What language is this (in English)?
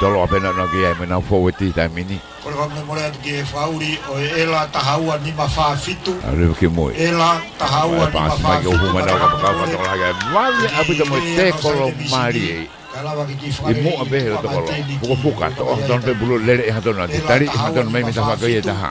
Tongan